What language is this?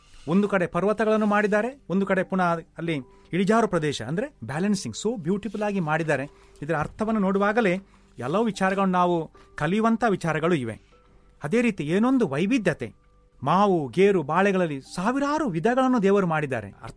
Kannada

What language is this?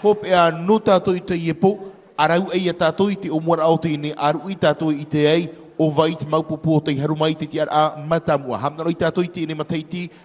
Tahitian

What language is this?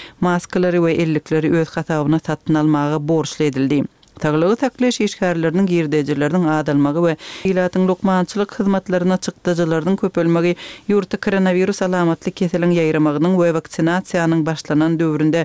Turkmen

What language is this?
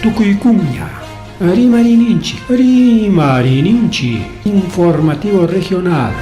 Ayacucho Quechua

